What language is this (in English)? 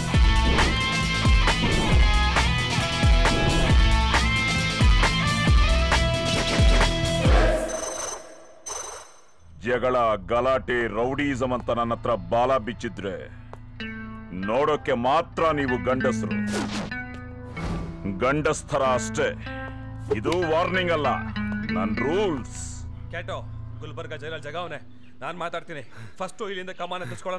Kannada